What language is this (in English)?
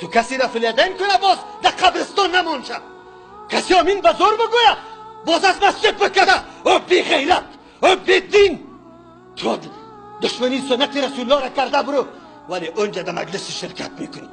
Persian